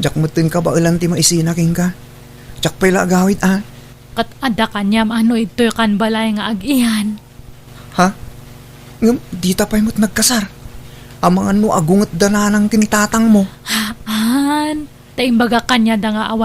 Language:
Iloko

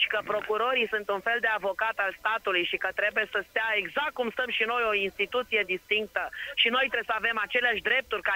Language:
Romanian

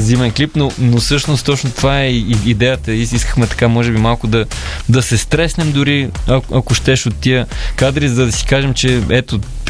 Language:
Bulgarian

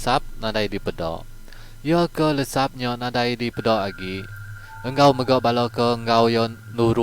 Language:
Iban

